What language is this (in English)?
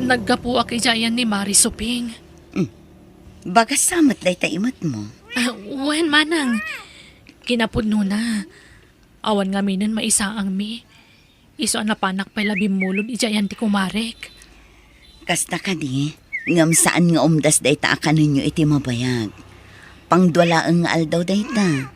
Iloko